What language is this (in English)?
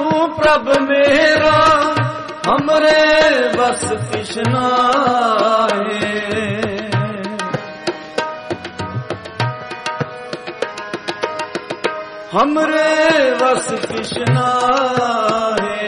Punjabi